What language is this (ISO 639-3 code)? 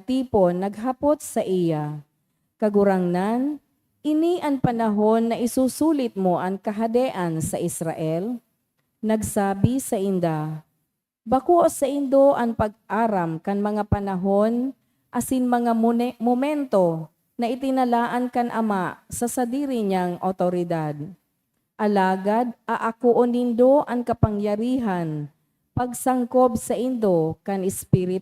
bik